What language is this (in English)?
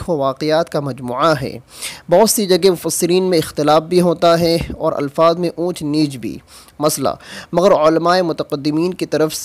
Urdu